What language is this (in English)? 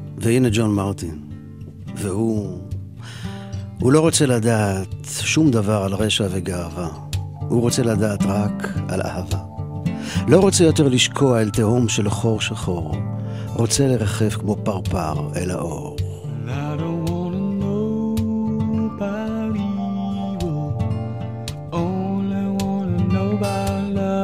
Hebrew